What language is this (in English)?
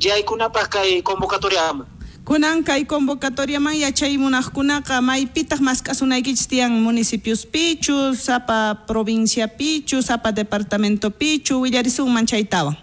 South Bolivian Quechua